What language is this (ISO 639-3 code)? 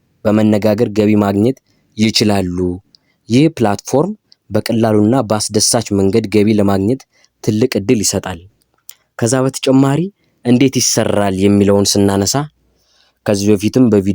amh